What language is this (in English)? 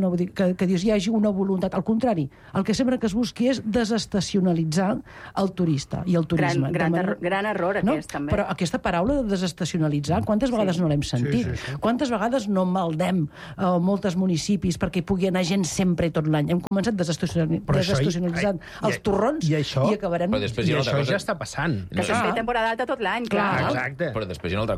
Catalan